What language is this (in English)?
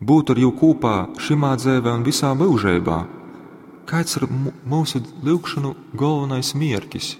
Latgalian